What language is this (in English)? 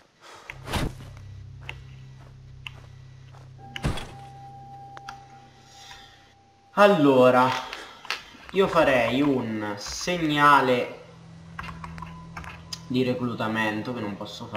Italian